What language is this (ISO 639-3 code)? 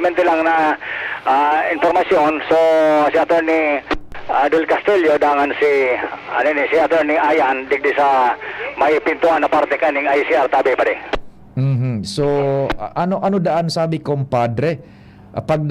bik